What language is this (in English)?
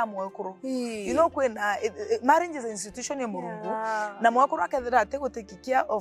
Meru